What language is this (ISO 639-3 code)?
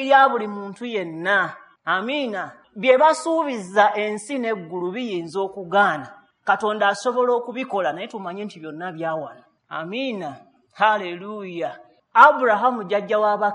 lug